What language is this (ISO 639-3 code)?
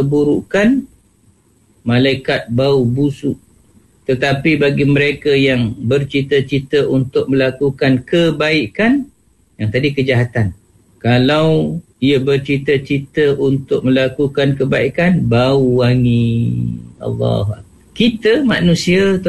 msa